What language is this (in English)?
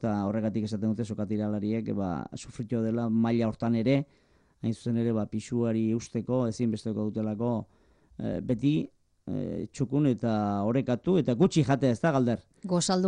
Basque